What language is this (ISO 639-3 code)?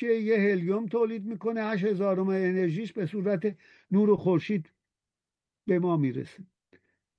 fas